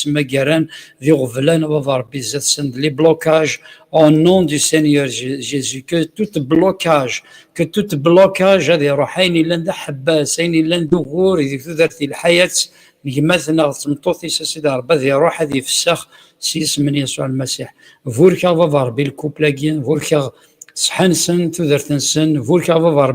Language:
Kabyle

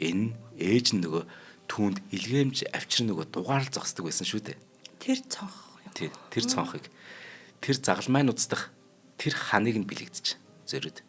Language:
Mongolian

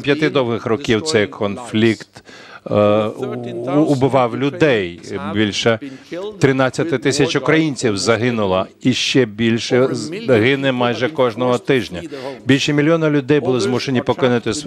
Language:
Ukrainian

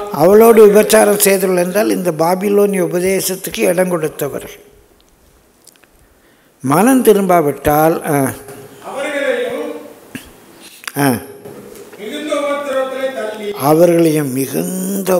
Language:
Tamil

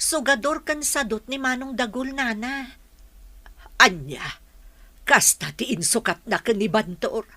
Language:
Iloko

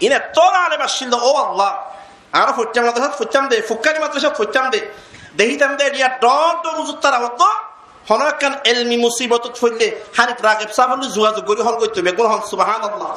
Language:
Rohingya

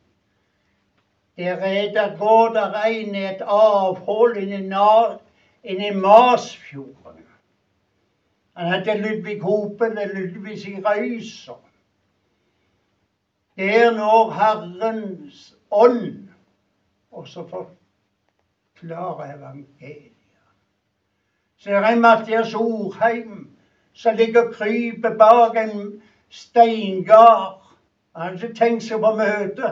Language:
Norwegian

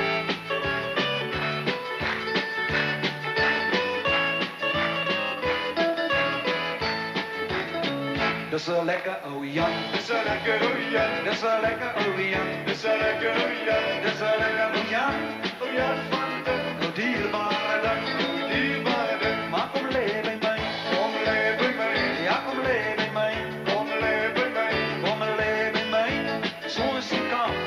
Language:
Afrikaans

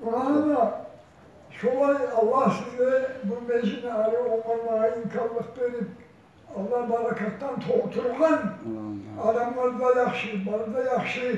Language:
Kumyk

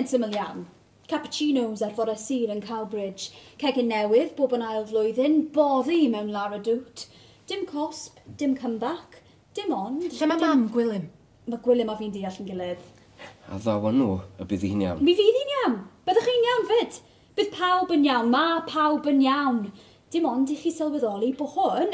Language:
Welsh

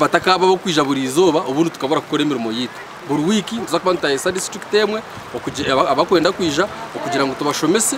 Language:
Nyankole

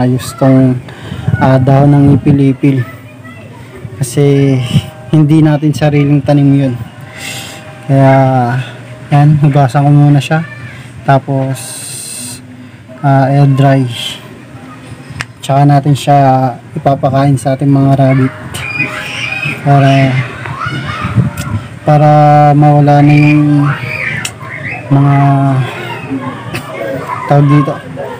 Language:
Filipino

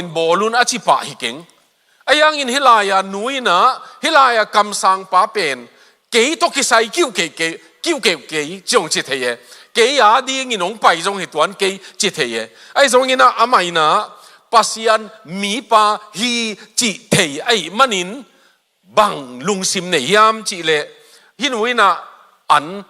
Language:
Tedim Chin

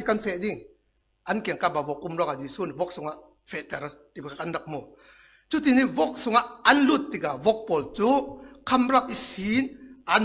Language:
Falam Chin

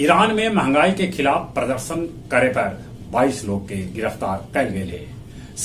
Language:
Magahi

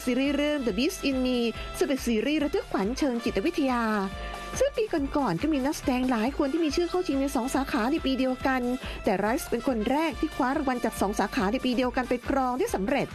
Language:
Thai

